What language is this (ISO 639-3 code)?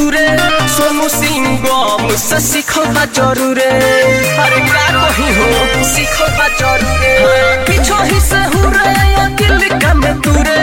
bho